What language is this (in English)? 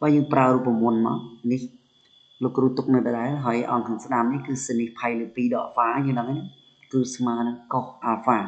Khmer